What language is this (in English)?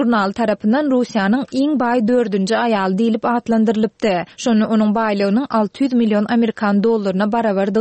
Turkmen